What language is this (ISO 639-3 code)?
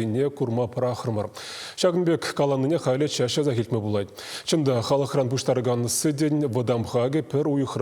chv